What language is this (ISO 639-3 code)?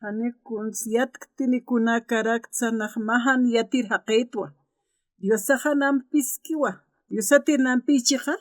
aym